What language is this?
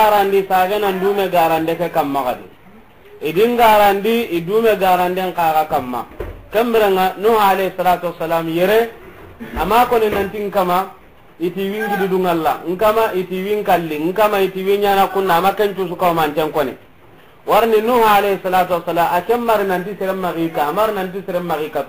Soninke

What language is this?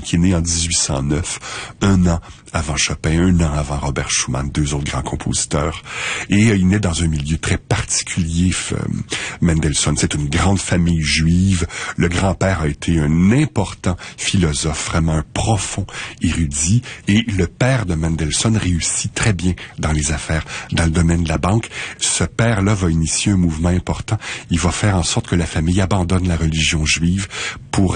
French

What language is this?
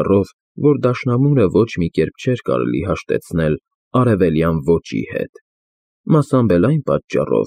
Armenian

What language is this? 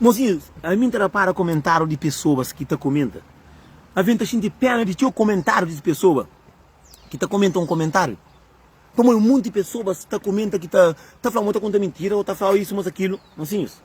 Kabuverdianu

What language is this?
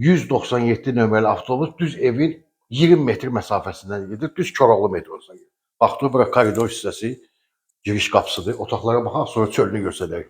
Azerbaijani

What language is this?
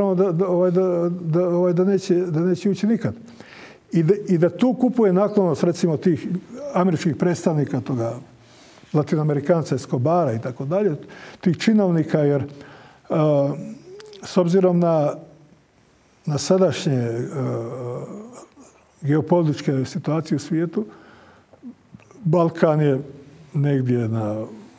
Croatian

